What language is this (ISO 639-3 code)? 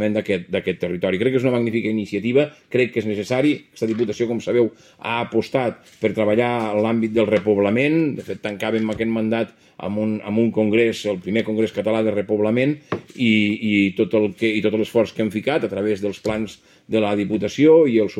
cat